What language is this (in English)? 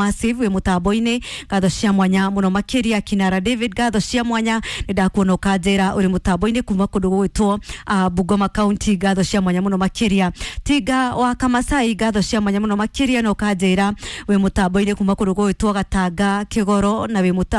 Kikuyu